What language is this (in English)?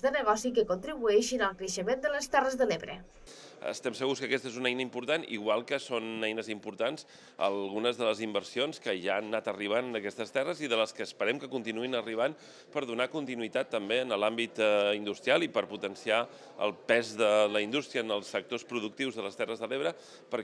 Catalan